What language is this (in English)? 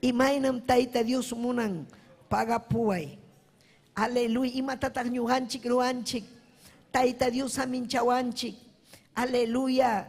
Ayacucho Quechua